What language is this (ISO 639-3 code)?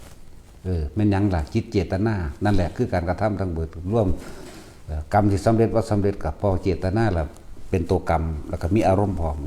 tts